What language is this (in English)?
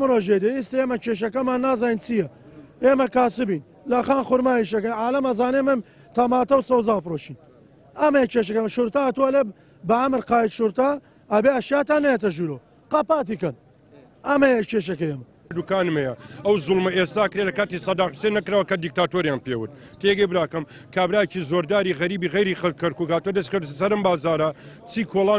Central Kurdish